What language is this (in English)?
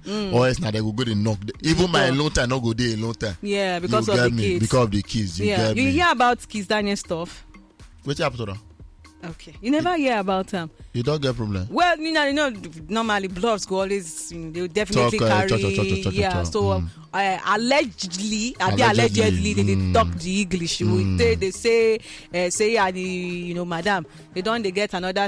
Nigerian Pidgin